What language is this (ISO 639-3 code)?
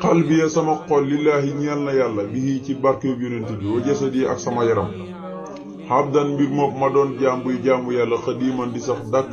wol